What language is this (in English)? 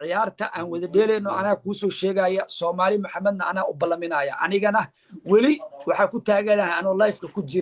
Somali